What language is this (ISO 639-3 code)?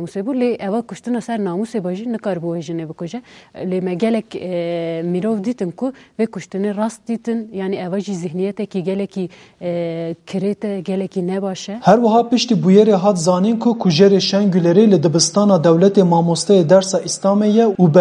kur